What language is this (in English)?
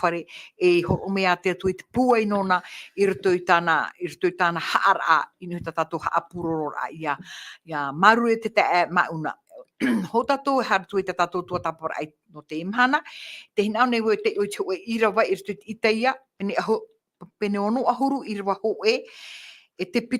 Tahitian